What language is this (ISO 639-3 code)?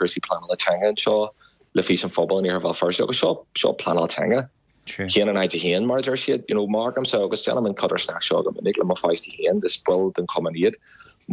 gle